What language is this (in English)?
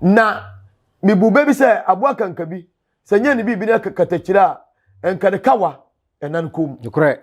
Akan